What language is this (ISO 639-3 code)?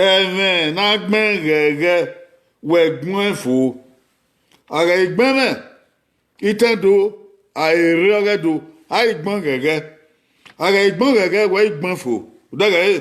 bin